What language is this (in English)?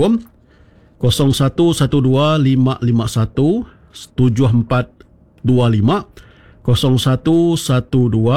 Iban